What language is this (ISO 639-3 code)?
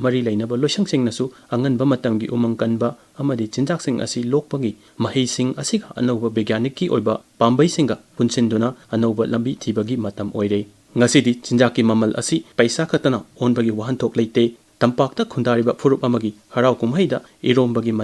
mni